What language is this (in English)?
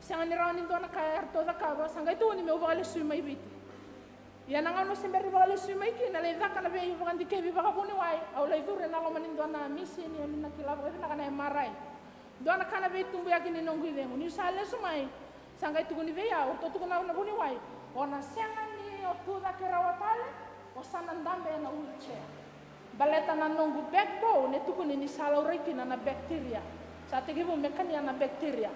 Fijian